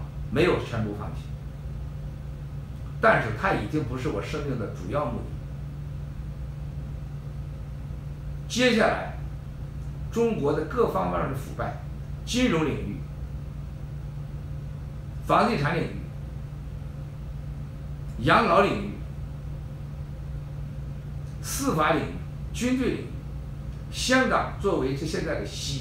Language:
Chinese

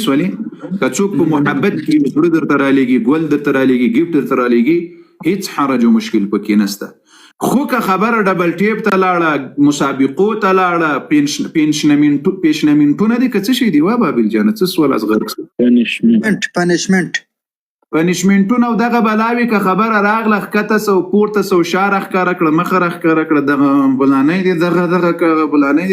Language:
Pashto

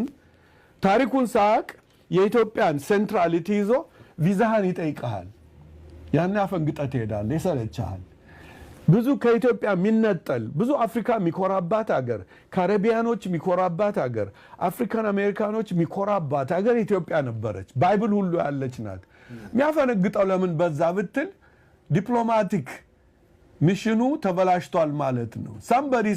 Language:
Amharic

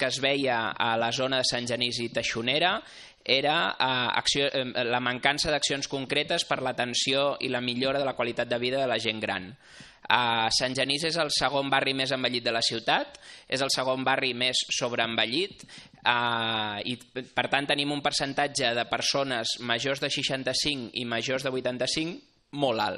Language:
Catalan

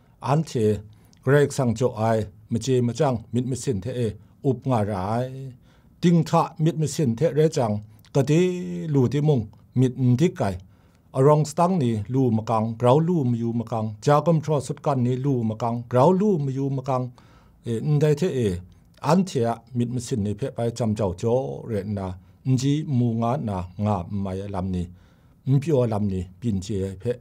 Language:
Kachin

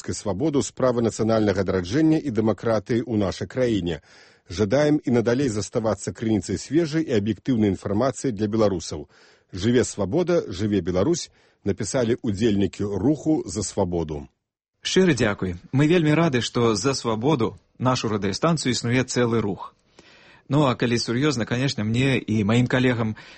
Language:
Belarusian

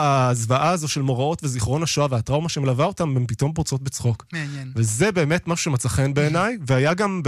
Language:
Hebrew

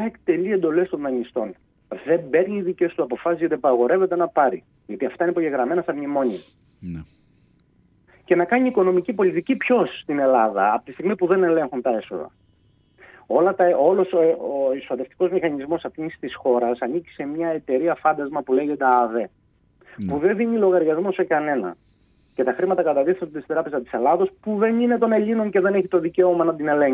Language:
Greek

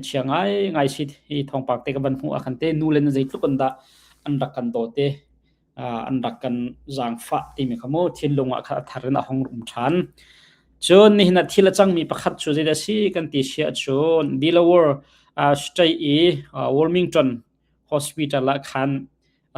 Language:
Hakha Chin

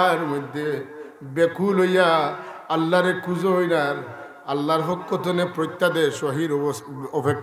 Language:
Sylheti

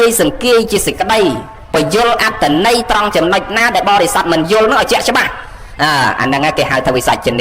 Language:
Khmer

